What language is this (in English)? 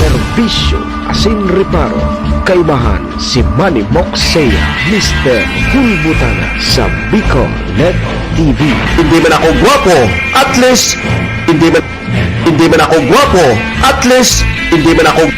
Bikol